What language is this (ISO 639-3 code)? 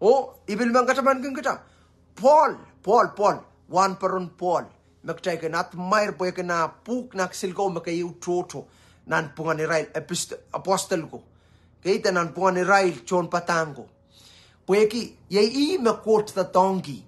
pon